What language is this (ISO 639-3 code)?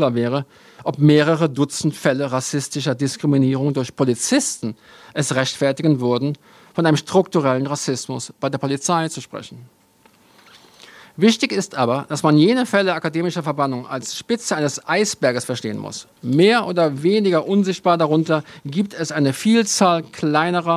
deu